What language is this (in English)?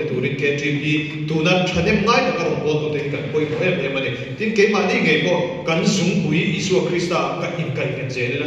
Mizo